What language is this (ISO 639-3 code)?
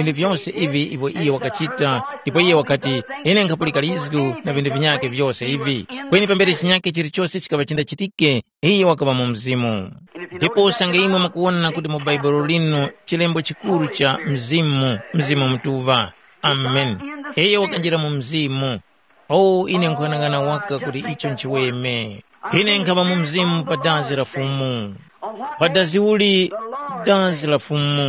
tum